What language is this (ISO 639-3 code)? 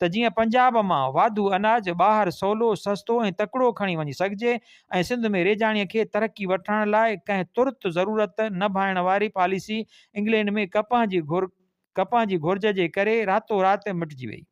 snd